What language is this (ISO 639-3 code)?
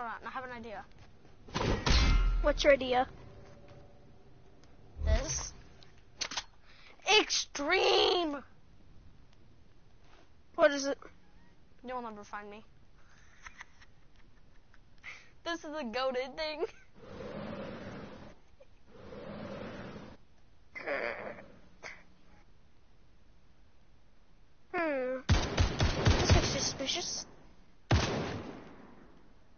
eng